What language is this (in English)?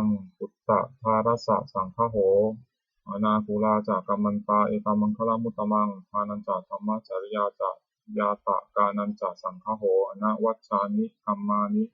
Pali